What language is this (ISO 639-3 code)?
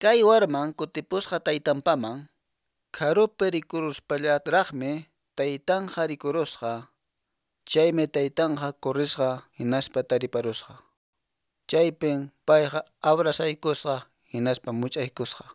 que